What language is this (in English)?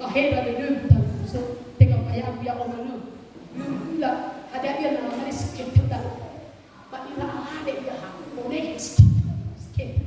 Nias